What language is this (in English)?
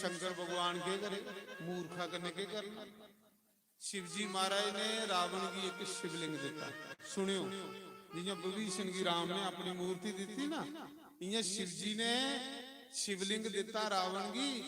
Dogri